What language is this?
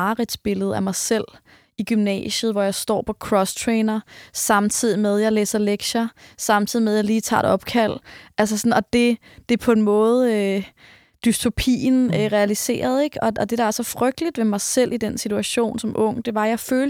Danish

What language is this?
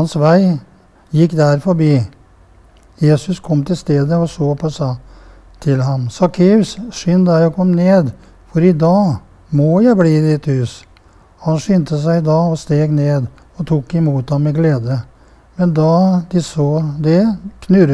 Norwegian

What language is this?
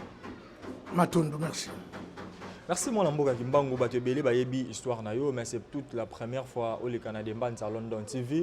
Lingala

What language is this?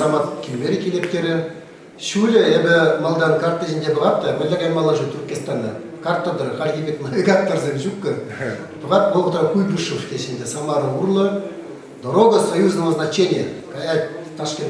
Chuvash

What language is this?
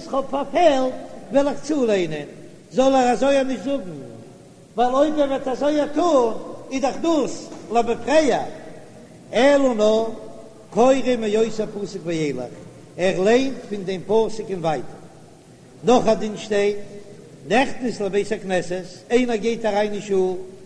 Yiddish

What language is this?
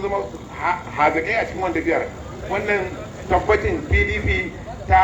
Hausa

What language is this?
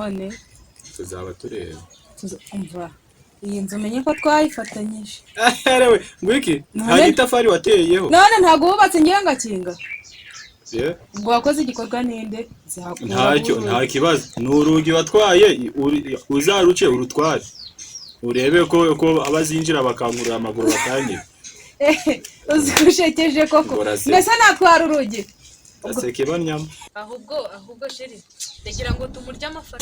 Kinyarwanda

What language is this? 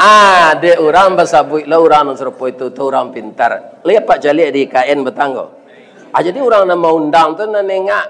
Minangkabau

